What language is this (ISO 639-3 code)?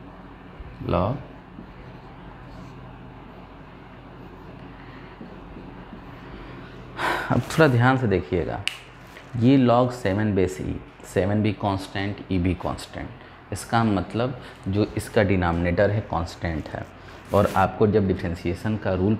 hin